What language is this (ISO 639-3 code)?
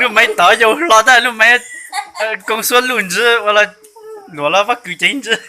hmn